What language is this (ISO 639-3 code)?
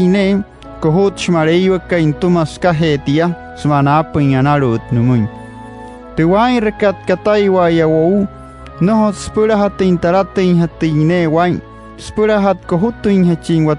guc